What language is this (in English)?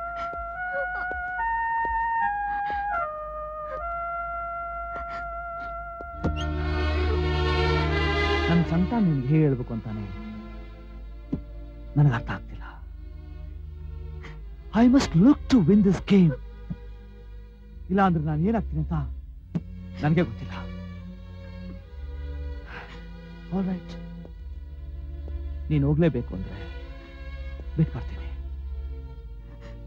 Kannada